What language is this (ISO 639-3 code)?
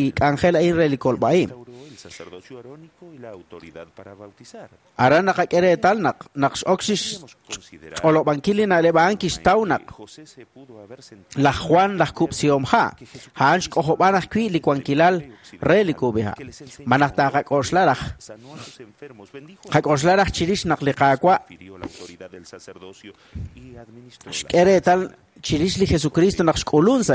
kek